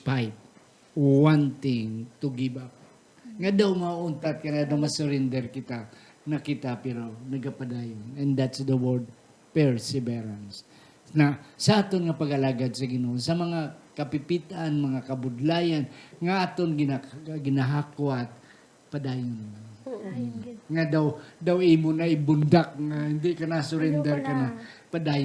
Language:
Hiligaynon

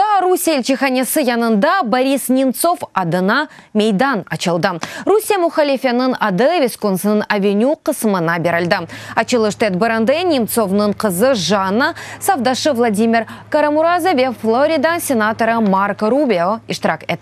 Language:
Crimean Tatar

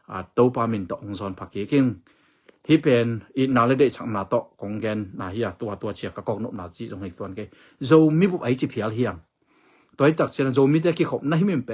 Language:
Tedim Chin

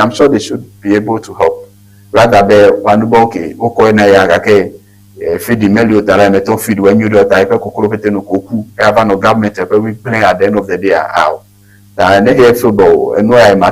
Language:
Ewe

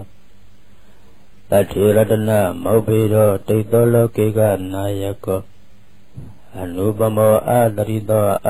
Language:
Burmese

